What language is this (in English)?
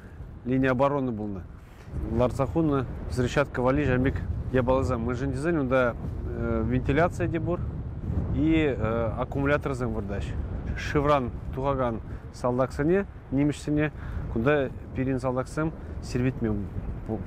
Chuvash